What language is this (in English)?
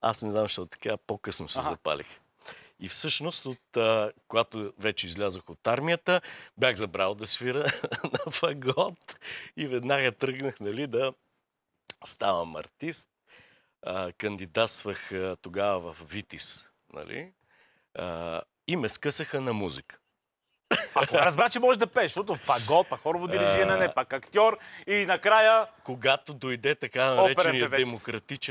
Bulgarian